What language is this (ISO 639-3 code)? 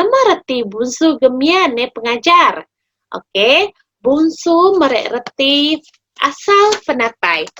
iba